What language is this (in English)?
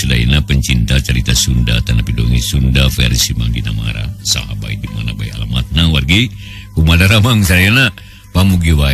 Sundanese